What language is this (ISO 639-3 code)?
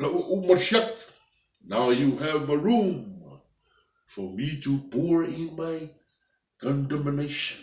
smo